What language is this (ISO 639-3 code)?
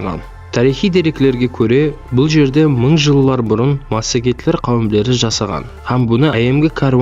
kaa